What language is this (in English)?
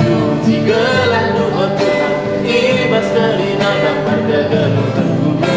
Batak Karo